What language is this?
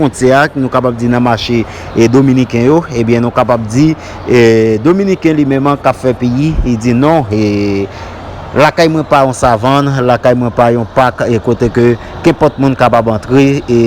Haitian Creole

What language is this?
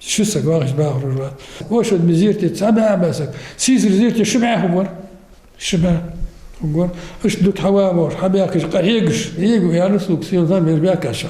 Ingush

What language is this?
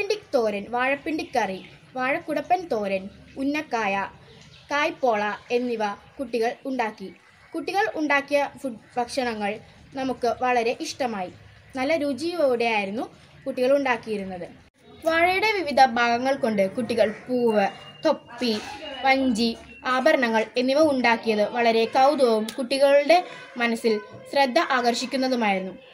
Malayalam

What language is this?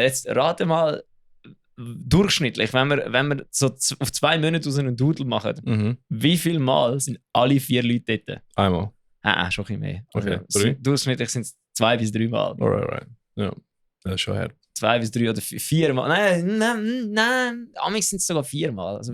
Swiss German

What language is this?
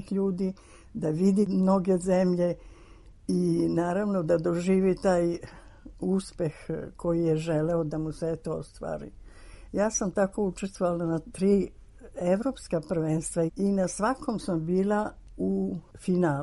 Serbian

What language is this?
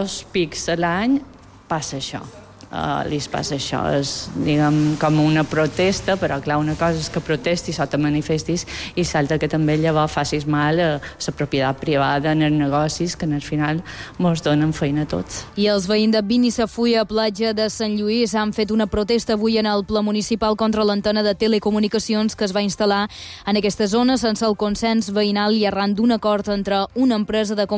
Catalan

